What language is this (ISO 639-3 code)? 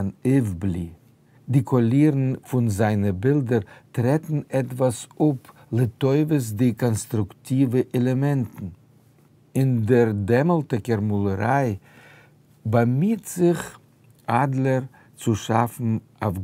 yid